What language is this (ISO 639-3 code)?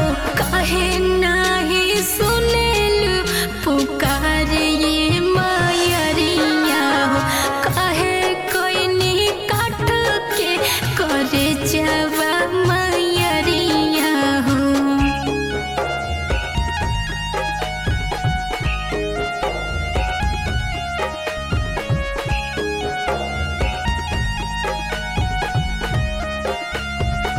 bho